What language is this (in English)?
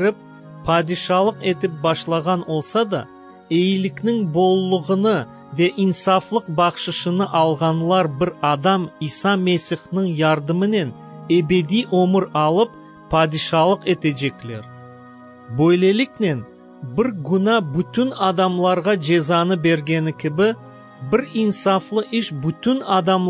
Crimean Tatar